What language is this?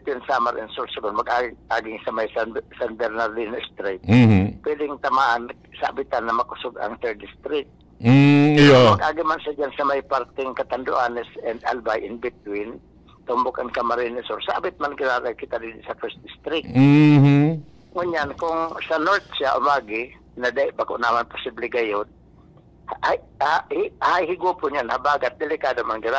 Bikol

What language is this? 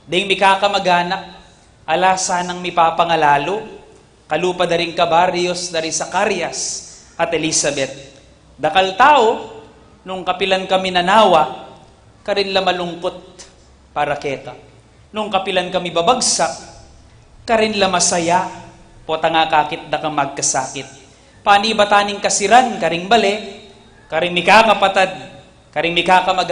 Pampanga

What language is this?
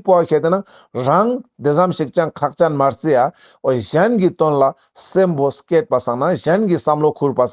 Ladakhi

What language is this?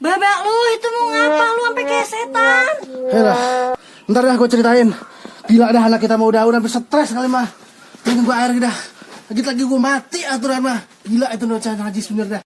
Betawi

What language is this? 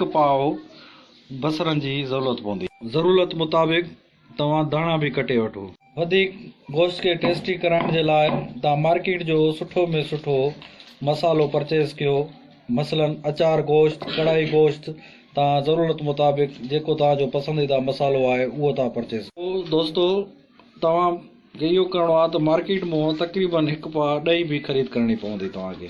Sindhi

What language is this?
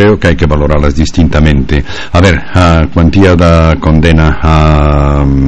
Galician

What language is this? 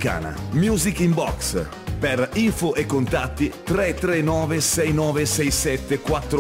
Italian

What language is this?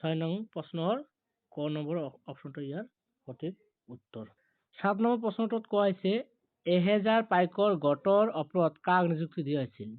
Assamese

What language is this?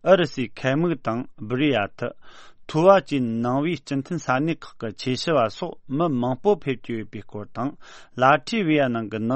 Tibetan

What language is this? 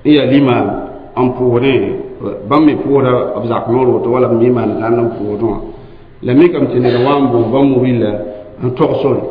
Mossi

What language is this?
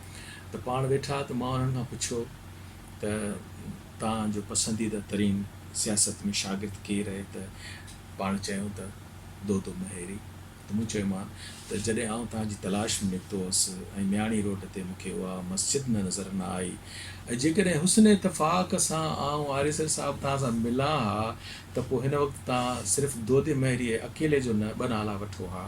Sindhi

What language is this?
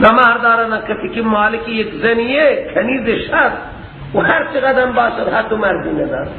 Persian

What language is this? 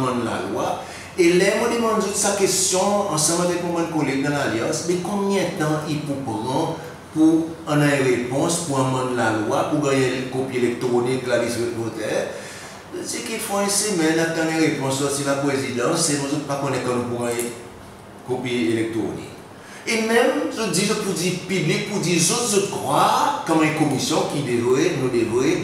Seselwa Creole French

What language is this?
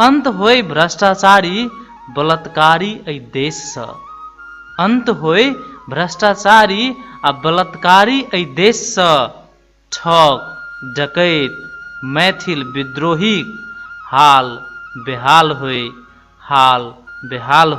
Maithili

